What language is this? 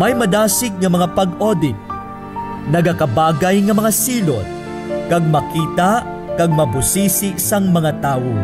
Hiligaynon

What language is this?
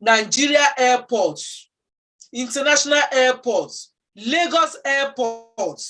Yoruba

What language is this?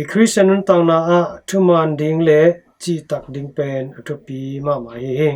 Tedim Chin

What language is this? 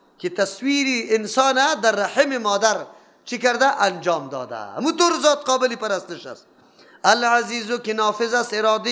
Persian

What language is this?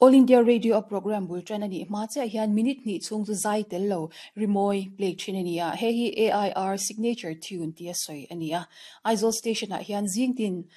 Mizo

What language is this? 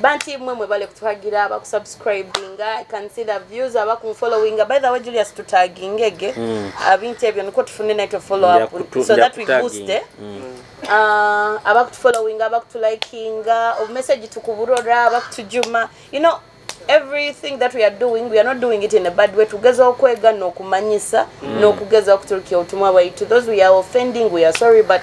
Nyoro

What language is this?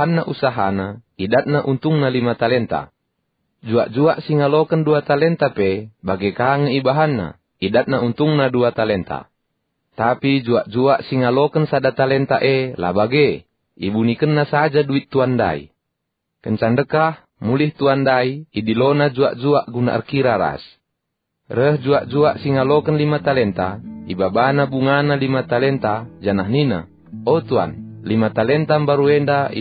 Batak Karo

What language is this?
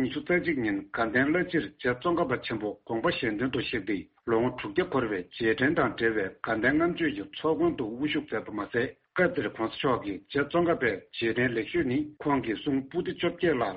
Tibetan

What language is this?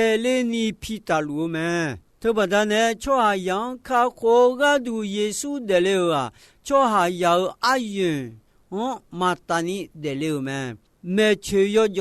Akha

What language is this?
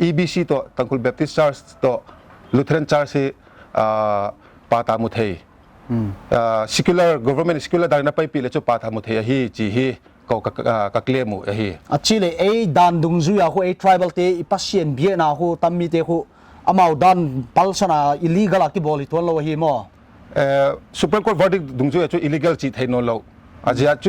Paite Chin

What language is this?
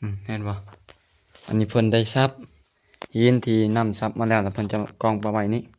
Lao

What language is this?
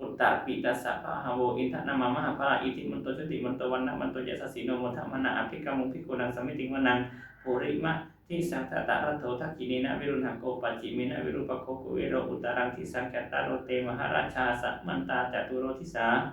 Pali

